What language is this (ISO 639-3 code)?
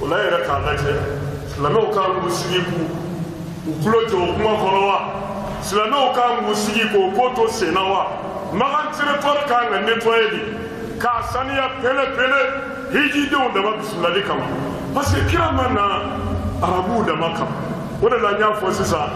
bam